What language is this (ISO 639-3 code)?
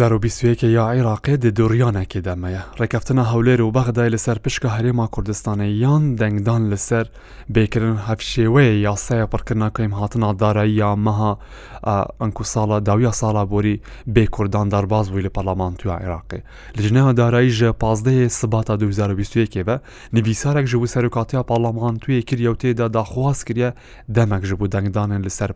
kur